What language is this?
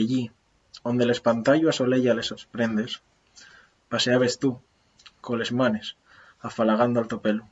Asturian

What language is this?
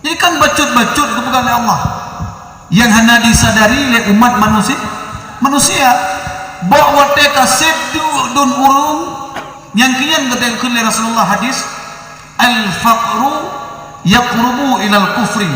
Achinese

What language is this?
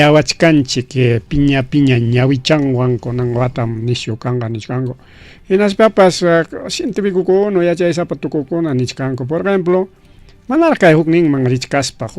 Ayacucho Quechua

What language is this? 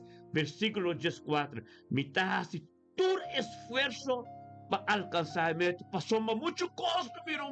Papiamento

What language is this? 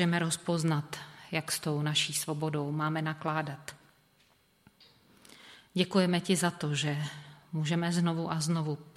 Czech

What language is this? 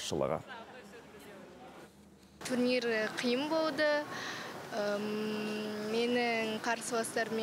Kazakh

